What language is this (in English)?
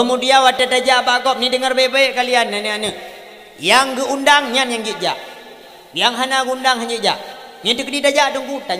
Achinese